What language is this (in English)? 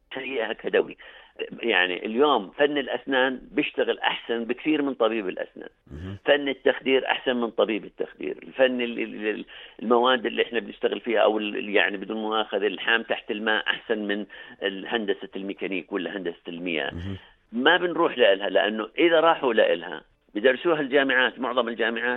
North Levantine Arabic